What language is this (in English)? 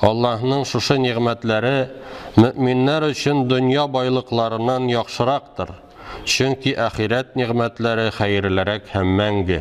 Tatar